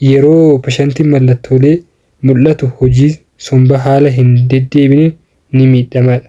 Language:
Oromo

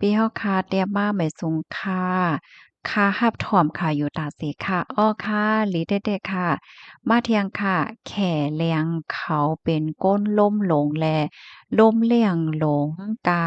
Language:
Shan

